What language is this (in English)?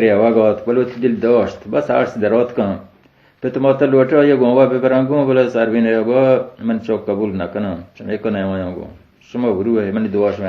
Baluchi